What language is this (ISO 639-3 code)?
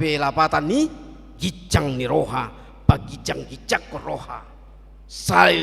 bbc